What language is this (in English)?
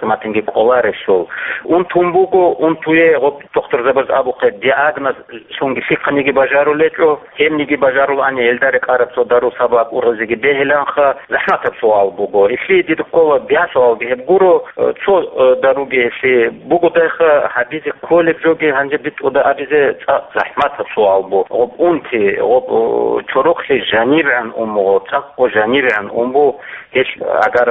Avaric